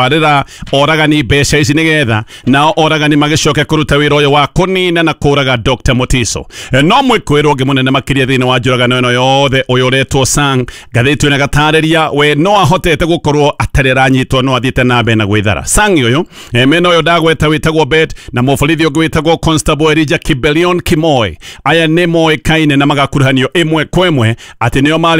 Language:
Kikuyu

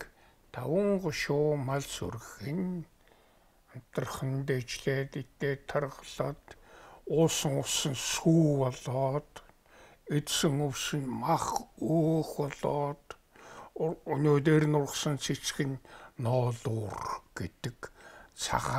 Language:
Mongolian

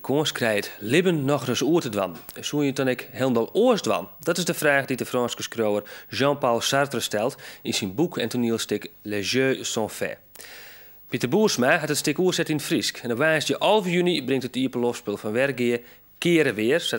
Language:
Western Frisian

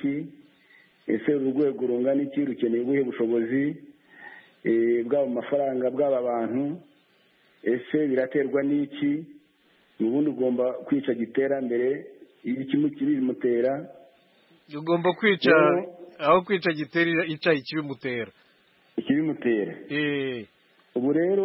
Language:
Kinyarwanda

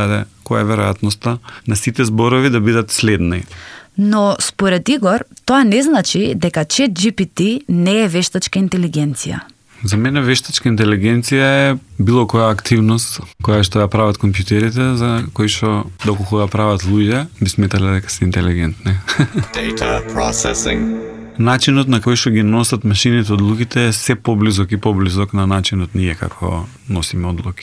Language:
Macedonian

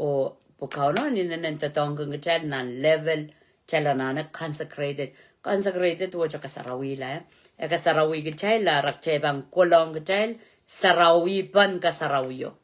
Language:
Pohnpeian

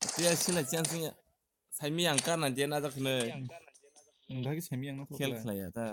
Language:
Kok Borok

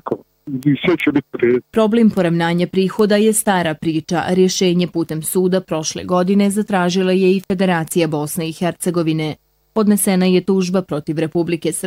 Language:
Bosnian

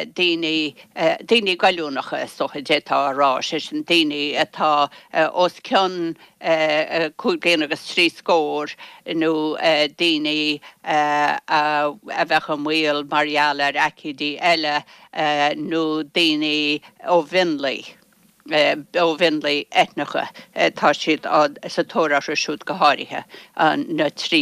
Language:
Irish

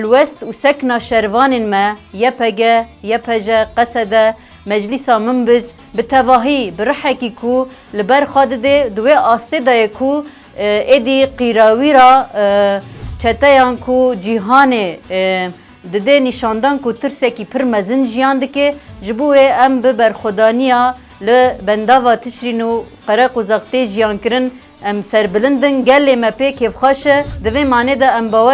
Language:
Kurdish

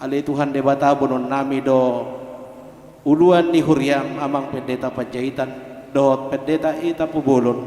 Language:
Batak Toba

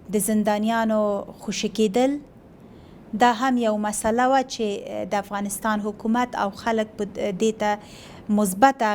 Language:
Pashto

